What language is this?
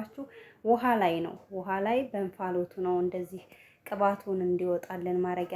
Amharic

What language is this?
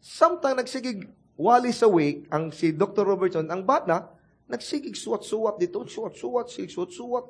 Cebuano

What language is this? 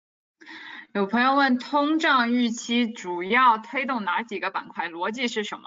Chinese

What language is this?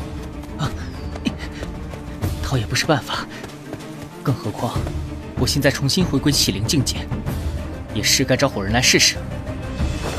Chinese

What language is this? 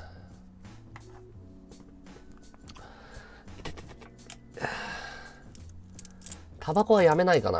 Japanese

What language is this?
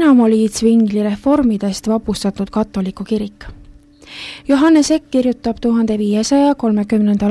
Estonian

